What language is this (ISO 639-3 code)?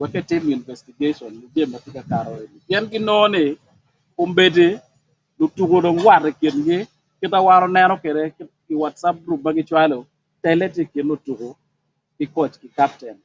ach